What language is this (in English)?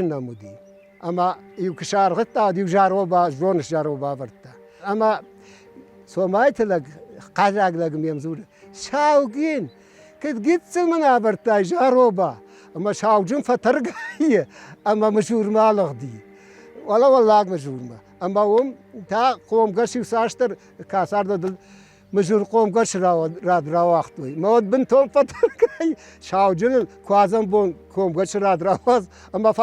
Ossetic